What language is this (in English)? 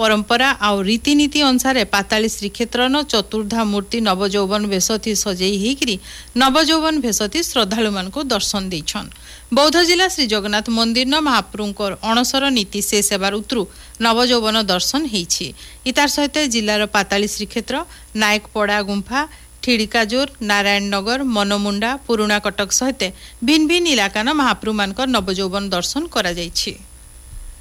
Odia